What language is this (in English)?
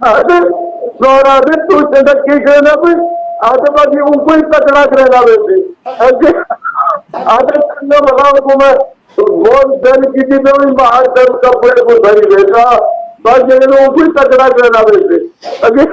Saraiki